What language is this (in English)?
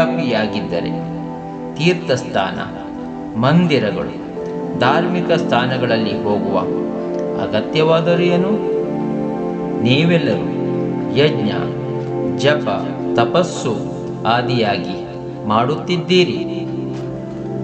Kannada